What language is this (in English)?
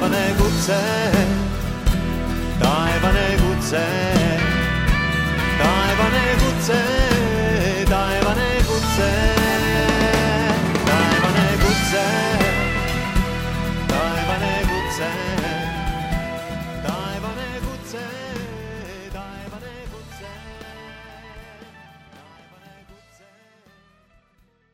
Estonian